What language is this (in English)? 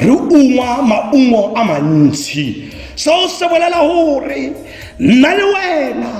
Tswana